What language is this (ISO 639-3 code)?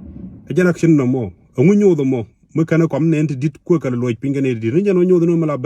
nus